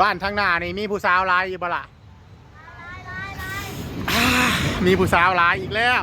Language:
Northeastern Thai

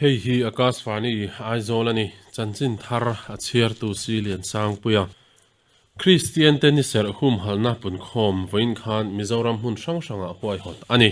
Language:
Mizo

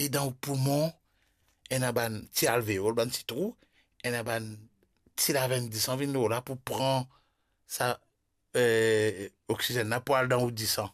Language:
Morisyen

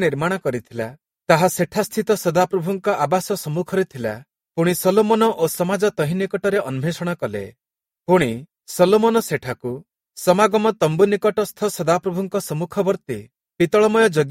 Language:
Odia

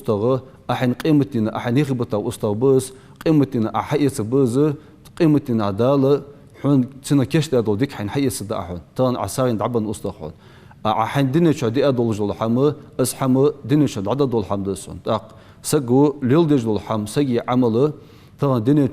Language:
Ingush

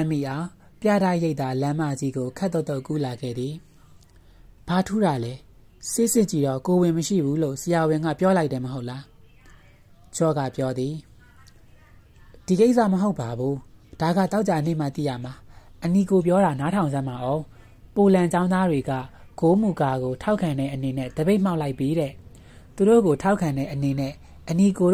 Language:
Burmese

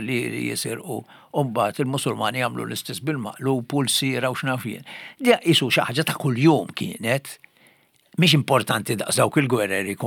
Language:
Maltese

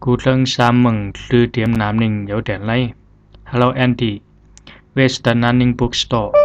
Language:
Zhuang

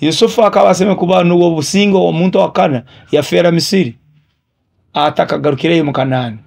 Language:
Nyoro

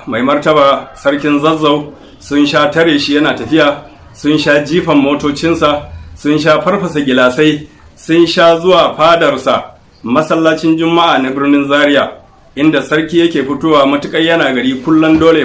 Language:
Hausa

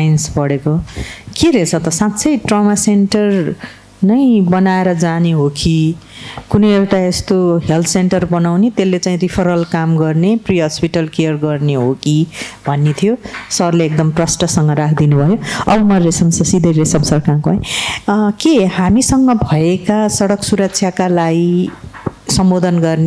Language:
Nepali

